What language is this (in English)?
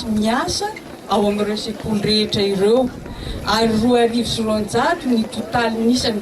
Malagasy